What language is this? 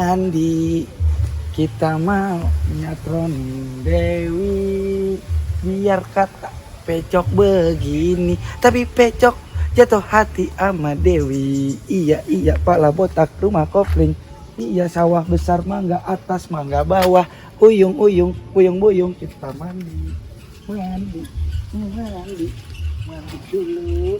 Betawi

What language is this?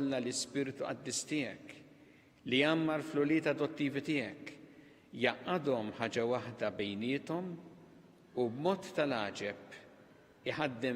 Maltese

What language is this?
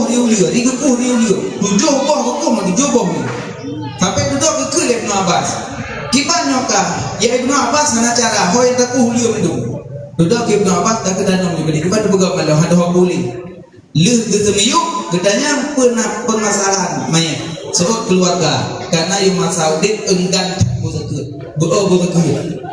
Achinese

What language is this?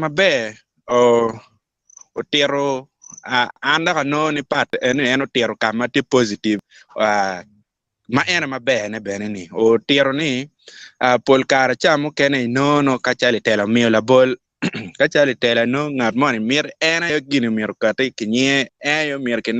Acoli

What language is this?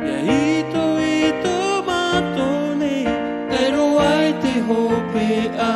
Tahitian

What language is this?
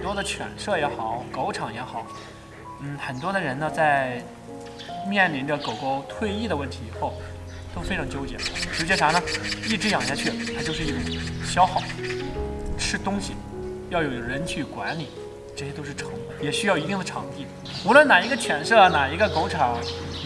Chinese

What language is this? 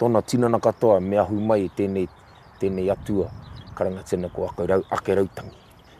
Māori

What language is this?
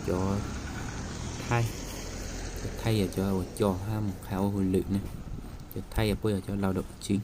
Hmong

